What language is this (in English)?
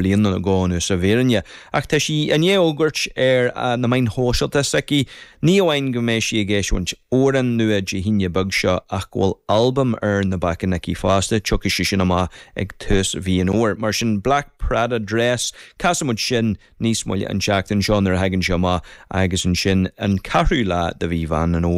Irish